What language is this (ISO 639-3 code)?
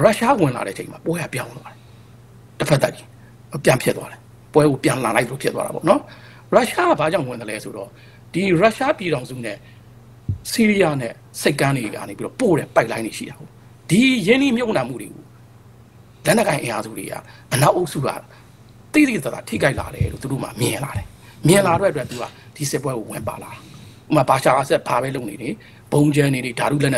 mya